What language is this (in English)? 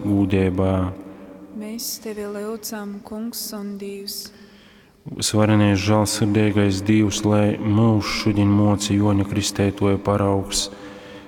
Latgalian